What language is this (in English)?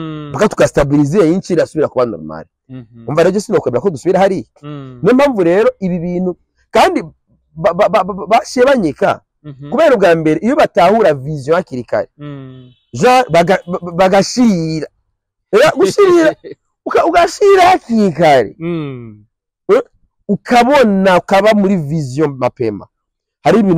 Rundi